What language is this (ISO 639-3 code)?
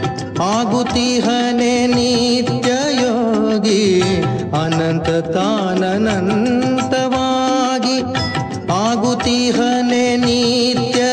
kan